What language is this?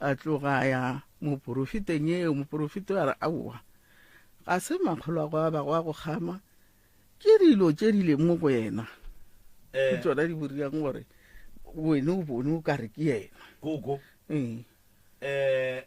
Northern Sotho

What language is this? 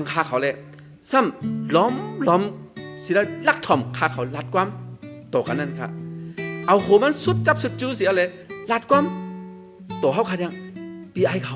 Shan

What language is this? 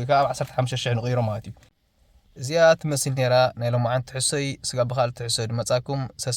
Tigrinya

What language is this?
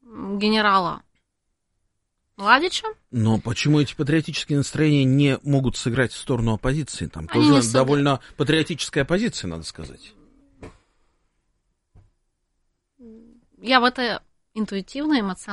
Russian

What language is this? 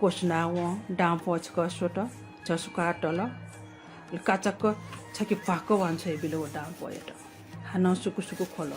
Newari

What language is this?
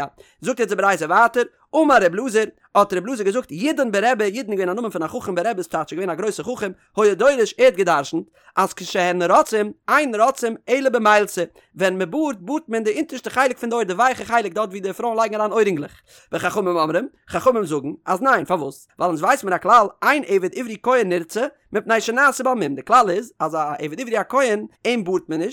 Yiddish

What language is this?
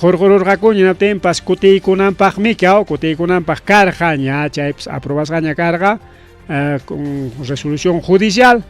Ayacucho Quechua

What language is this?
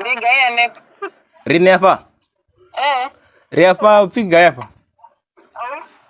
Venda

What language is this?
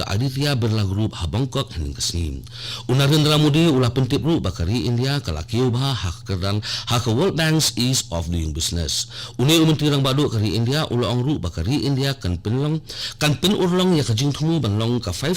Khasi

